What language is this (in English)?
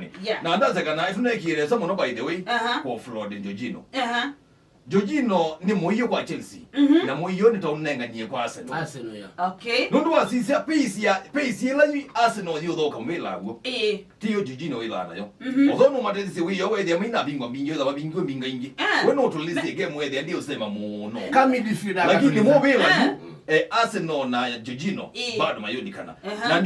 Kamba